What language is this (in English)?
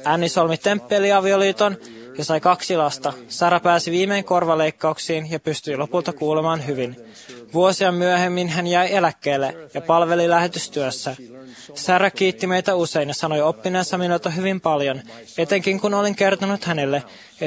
Finnish